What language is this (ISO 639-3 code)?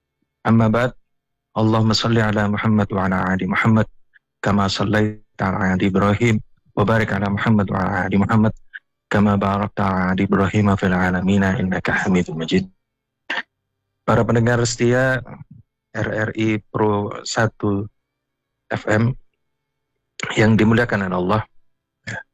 ind